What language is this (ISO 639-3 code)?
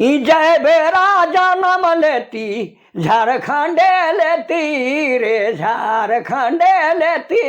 sck